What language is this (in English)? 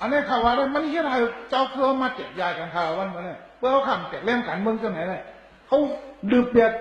Shan